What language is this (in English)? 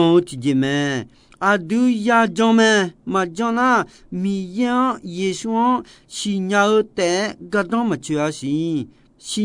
Akha